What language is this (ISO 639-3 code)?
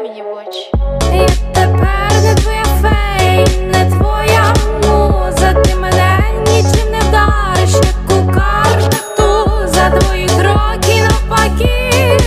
ukr